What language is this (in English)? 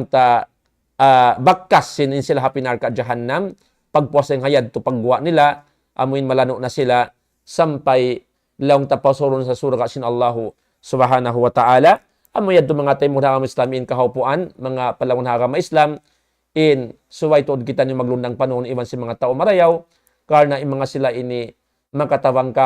Tausug